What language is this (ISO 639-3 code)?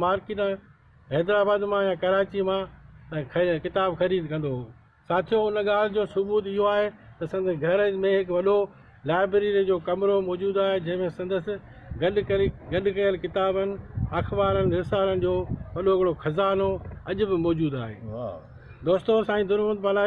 snd